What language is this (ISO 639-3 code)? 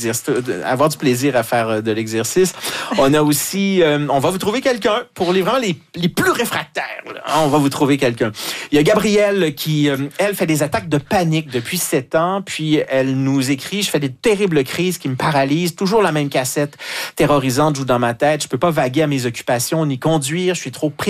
fra